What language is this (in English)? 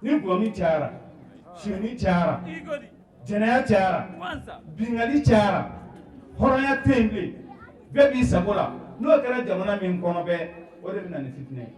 Bambara